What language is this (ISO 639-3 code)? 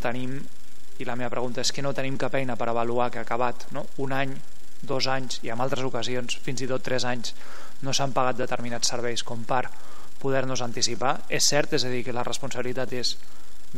cat